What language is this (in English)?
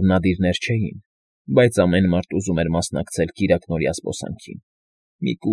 Armenian